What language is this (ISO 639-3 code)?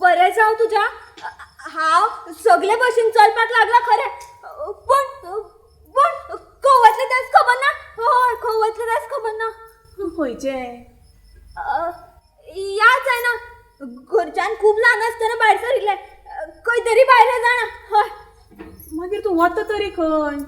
kok